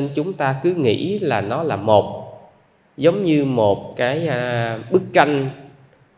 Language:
Vietnamese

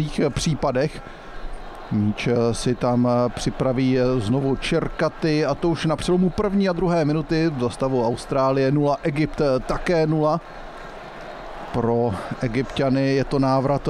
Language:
Czech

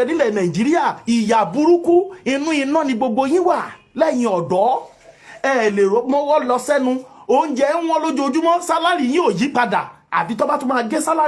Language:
Yoruba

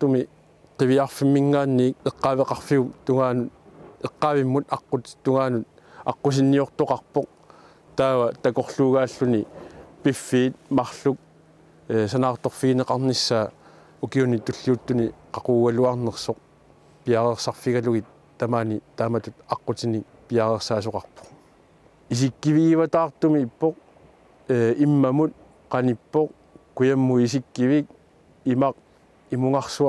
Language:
Kalaallisut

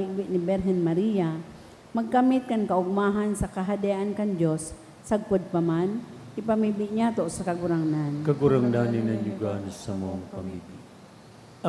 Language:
Bikol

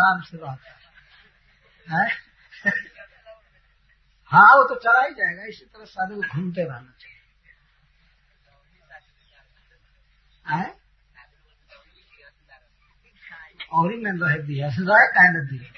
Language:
Hindi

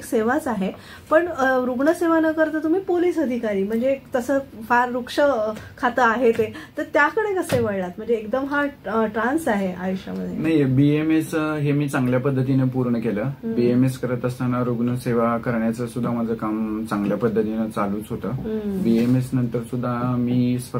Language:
Marathi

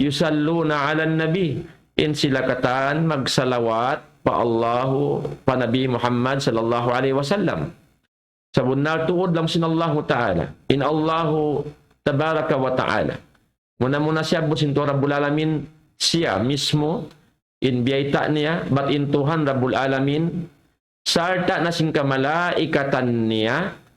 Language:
Tausug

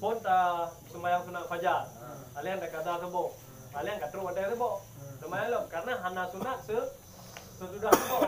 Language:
Achinese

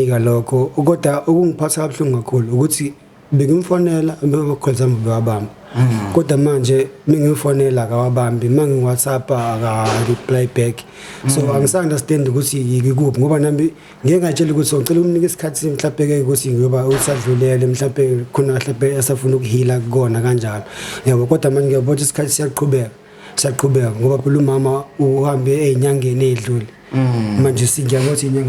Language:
Zulu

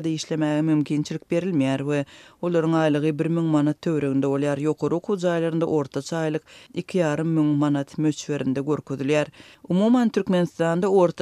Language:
Turkmen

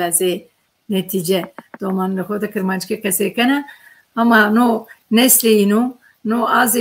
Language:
Zaza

